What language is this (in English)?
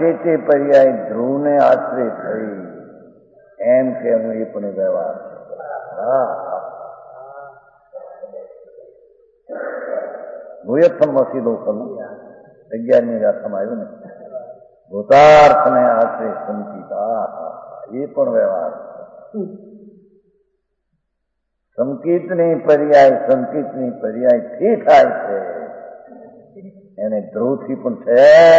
Gujarati